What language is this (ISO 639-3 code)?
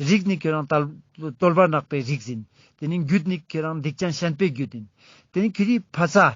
lbj